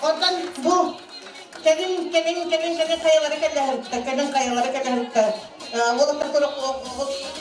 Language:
Yakut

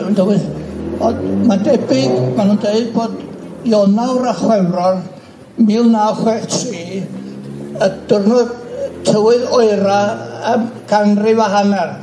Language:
Welsh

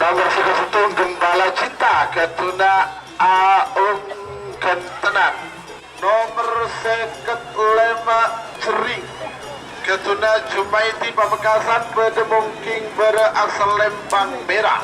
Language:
Madurese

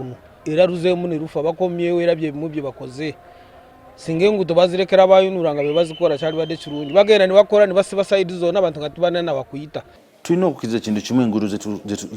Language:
Ganda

